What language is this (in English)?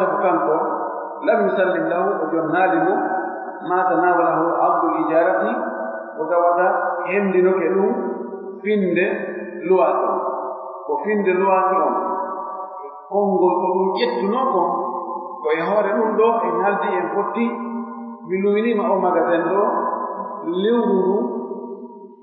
Pular